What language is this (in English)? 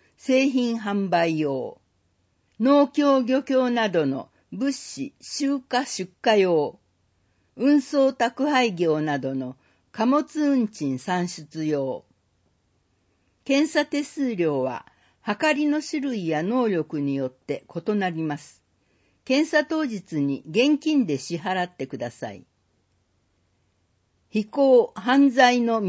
Japanese